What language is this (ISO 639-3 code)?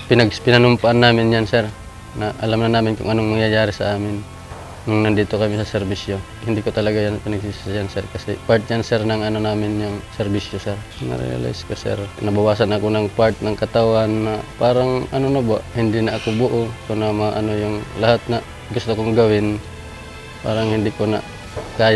fil